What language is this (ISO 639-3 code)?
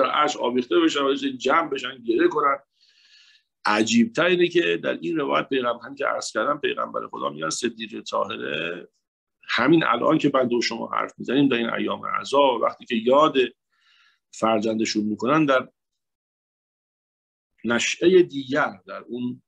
fas